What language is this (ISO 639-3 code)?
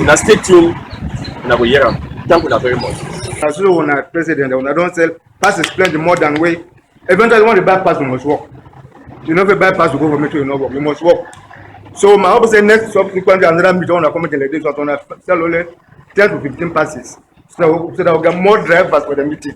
wes